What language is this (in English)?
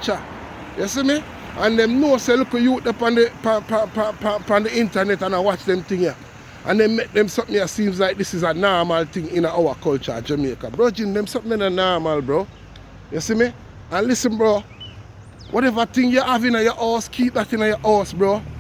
Jamaican Creole English